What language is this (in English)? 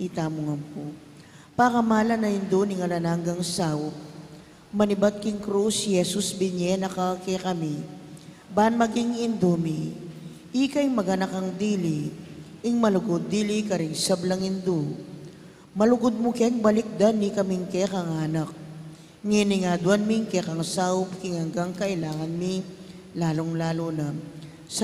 Pampanga